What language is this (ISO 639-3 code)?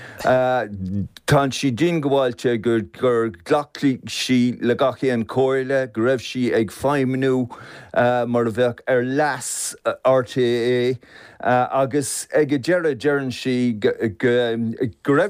gle